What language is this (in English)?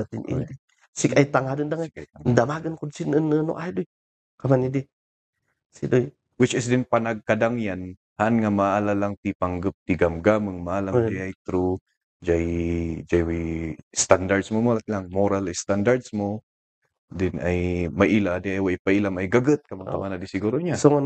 Kankanaey